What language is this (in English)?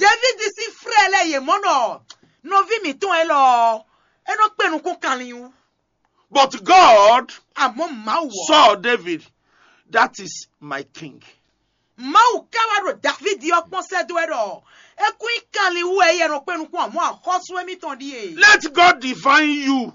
Fon